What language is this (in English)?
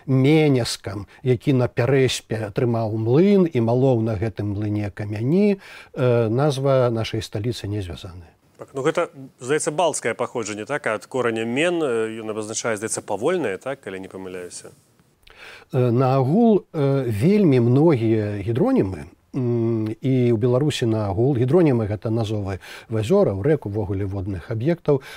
Belarusian